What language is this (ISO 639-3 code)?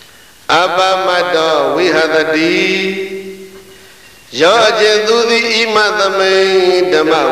mya